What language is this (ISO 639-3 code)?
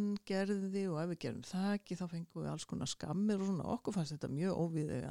isl